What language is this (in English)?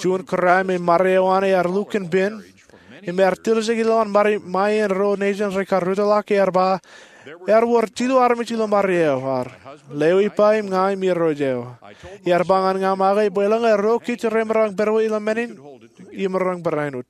Marshallese